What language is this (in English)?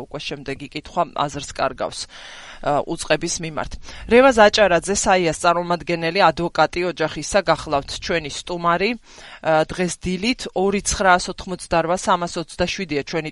Georgian